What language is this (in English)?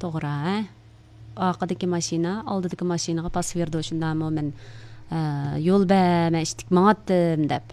Uyghur